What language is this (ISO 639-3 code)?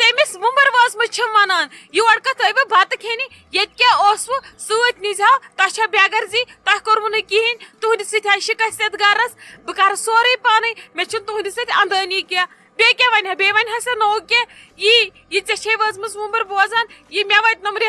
kas